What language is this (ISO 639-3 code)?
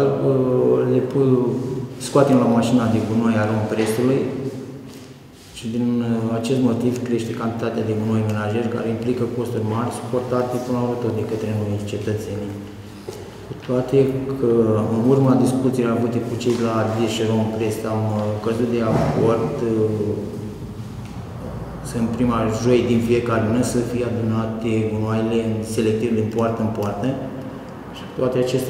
ron